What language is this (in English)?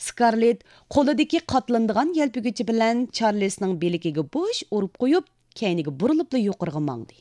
Uyghur